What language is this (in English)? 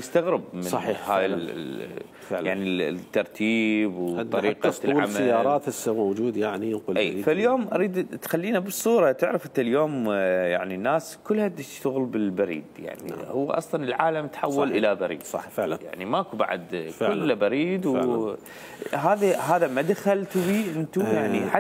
Mesopotamian Arabic